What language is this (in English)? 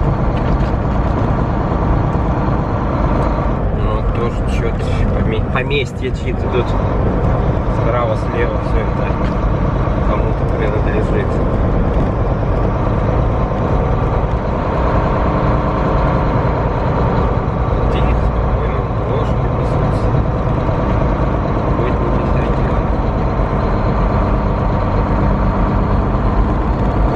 Russian